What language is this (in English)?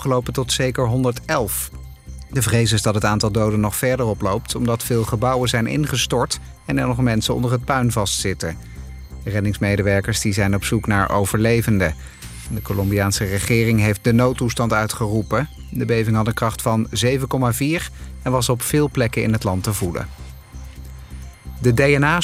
Dutch